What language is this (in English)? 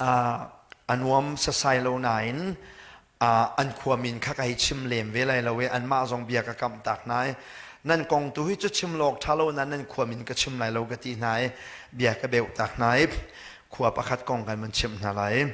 Hakha Chin